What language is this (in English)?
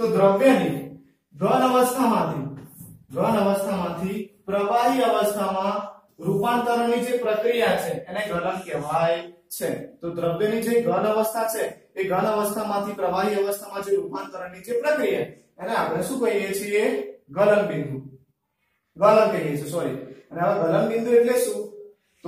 Gujarati